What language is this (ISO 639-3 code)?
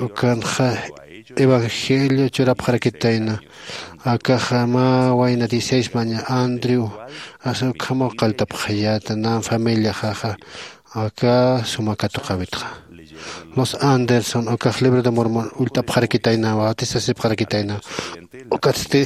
aym